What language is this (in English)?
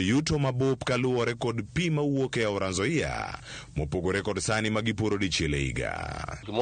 Luo (Kenya and Tanzania)